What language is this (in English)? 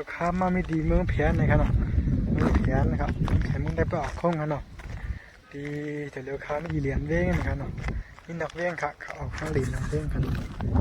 Shan